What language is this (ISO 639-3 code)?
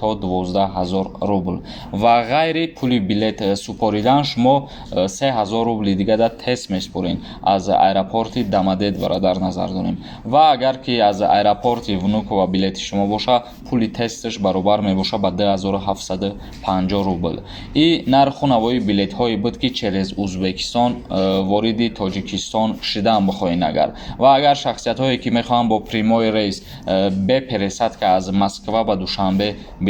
tgk